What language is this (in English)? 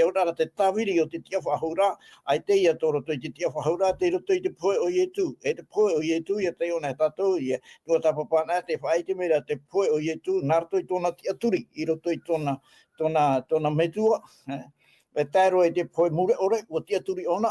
Tahitian